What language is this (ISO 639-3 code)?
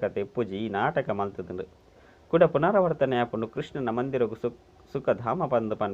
tcy